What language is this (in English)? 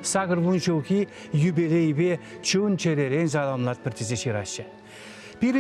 Chuvash